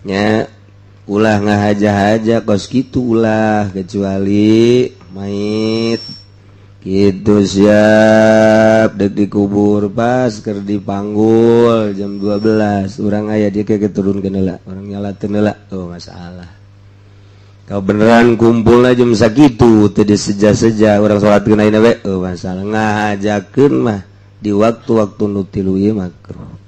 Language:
Sundanese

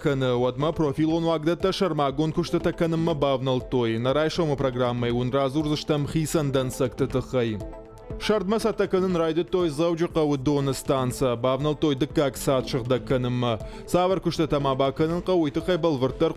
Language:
Ossetic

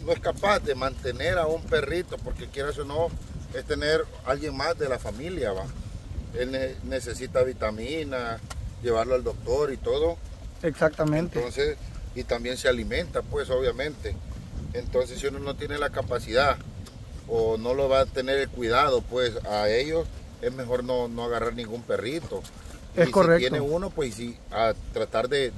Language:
Spanish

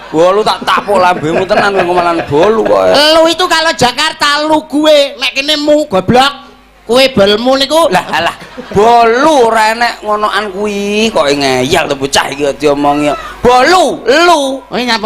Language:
Javanese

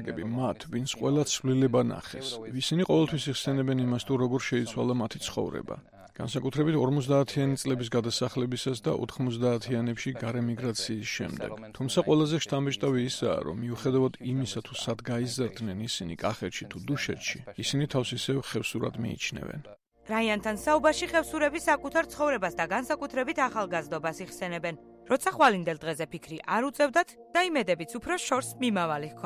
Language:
Georgian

